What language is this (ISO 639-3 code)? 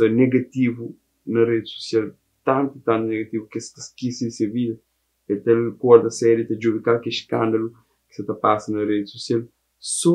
kea